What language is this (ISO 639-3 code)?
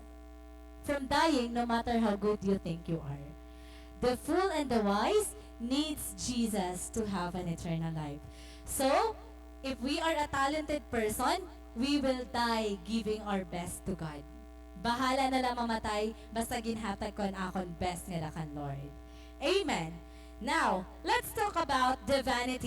war